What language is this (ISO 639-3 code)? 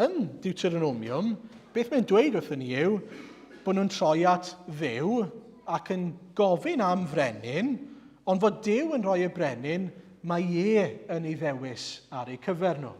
cym